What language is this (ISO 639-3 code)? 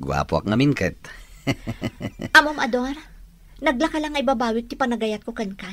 ilo